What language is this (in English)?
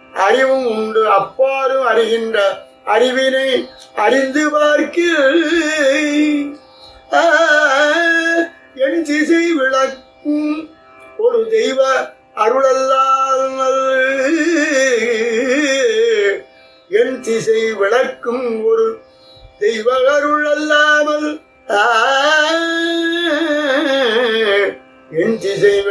Tamil